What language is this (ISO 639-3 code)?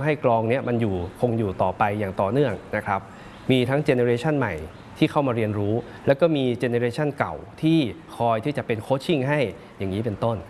tha